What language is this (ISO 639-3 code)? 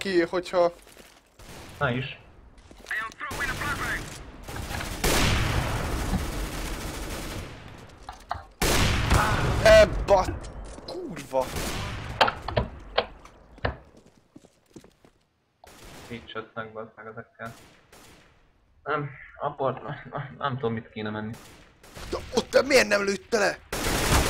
hun